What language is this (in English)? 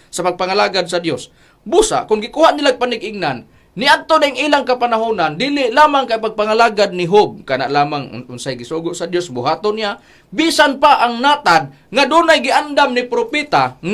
Cebuano